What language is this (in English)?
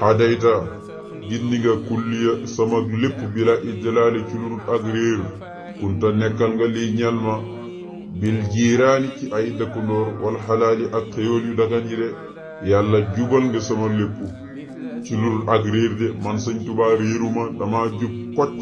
Wolof